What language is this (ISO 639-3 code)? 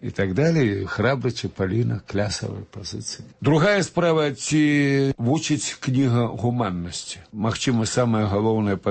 bel